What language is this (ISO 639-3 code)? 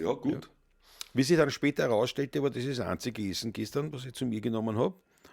bar